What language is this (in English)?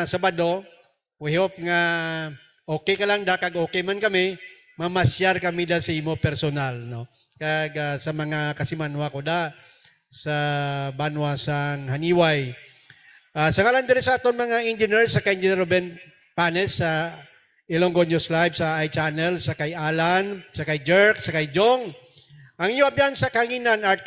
Hiligaynon